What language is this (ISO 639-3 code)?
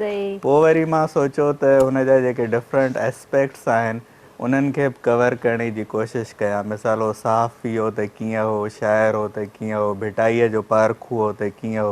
snd